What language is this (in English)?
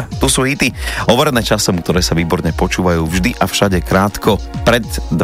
Slovak